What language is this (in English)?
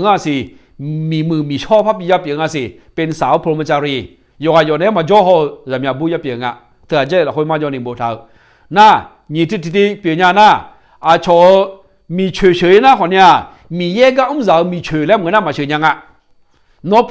Akha